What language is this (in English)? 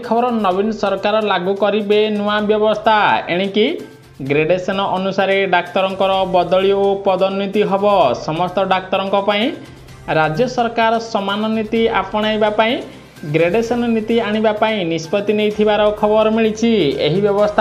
Odia